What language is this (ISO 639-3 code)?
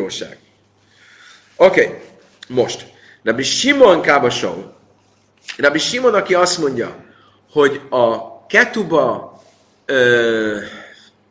hun